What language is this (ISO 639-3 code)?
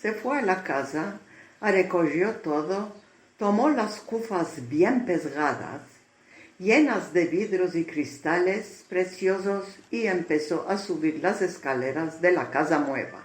lad